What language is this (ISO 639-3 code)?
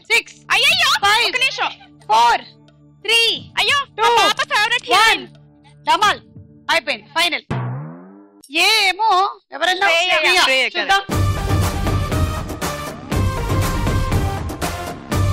tel